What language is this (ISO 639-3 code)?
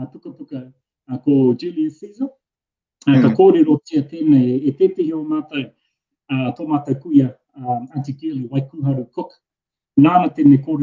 mri